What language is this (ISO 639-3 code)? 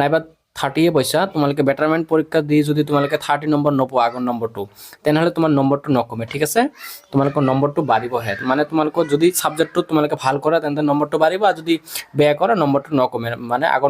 asm